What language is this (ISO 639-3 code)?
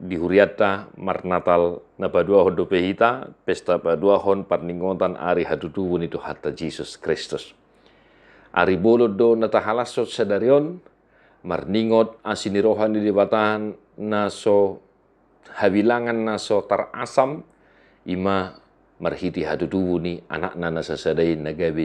bbc